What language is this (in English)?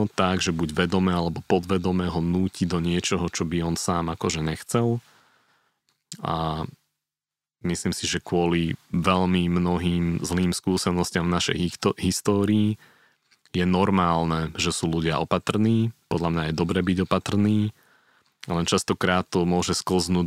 Slovak